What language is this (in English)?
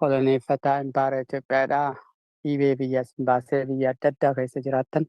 Oromo